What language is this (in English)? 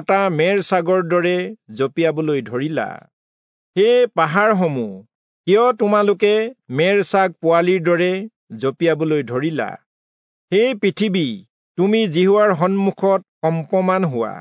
Assamese